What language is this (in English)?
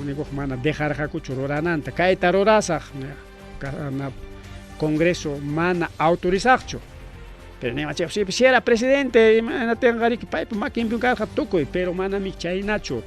Ayacucho Quechua